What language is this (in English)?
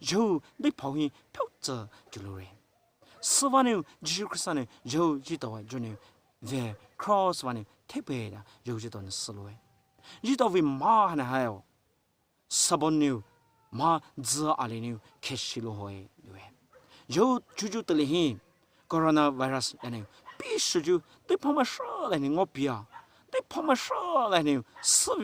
Poumei Naga